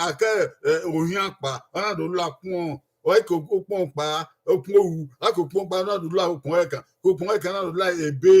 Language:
Bini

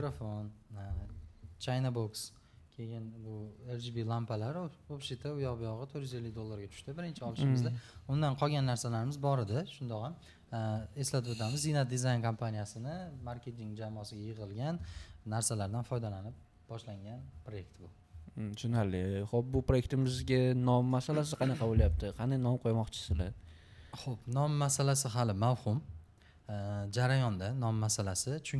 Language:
Uzbek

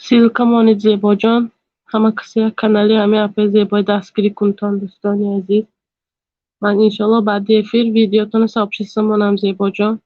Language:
Tajik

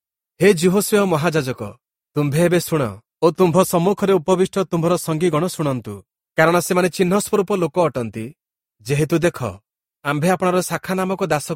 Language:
Odia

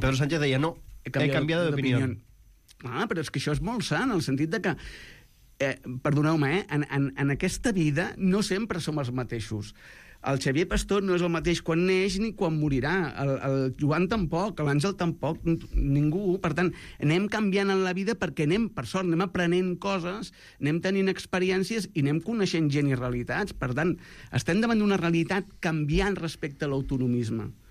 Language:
Catalan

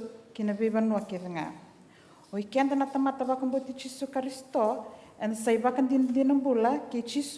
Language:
Fijian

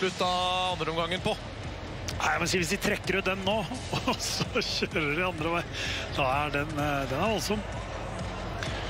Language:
Norwegian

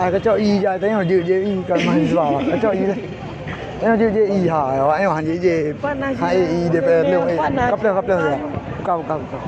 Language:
Achinese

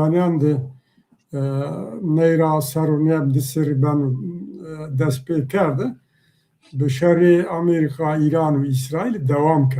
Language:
Zaza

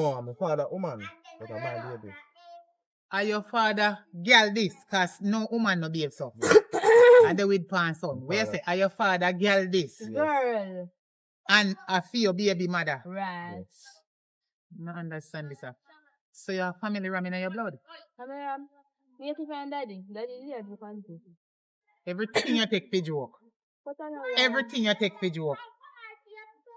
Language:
Jamaican Creole English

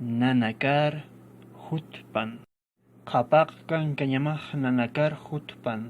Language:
Aymara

